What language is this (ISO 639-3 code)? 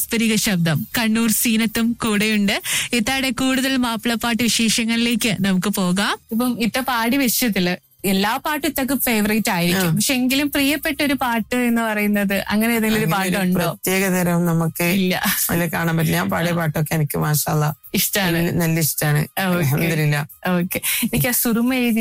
mal